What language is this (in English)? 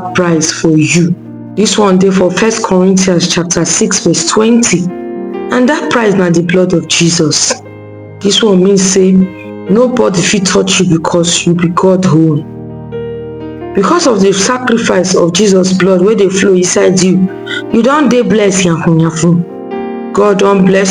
Nigerian Pidgin